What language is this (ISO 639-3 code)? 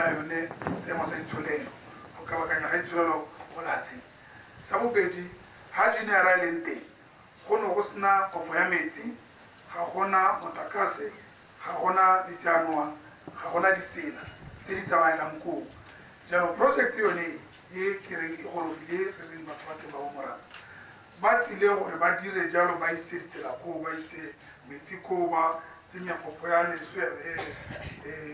tsn